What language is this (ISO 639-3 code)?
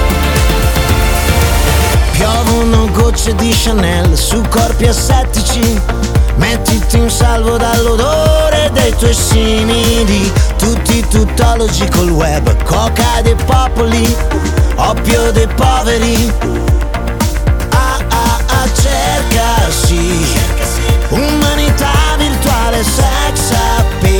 ita